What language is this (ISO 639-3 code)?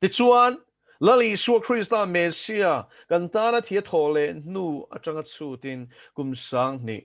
lus